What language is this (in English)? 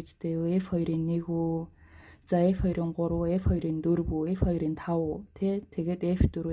Mongolian